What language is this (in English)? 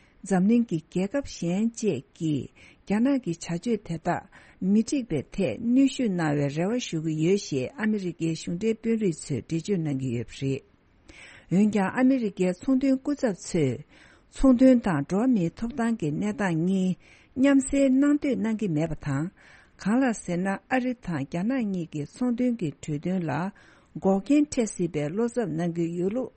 Tibetan